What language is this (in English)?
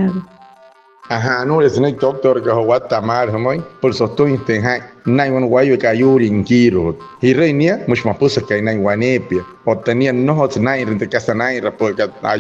Wayuu